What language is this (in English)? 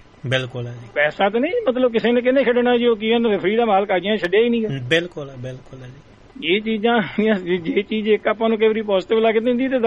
Punjabi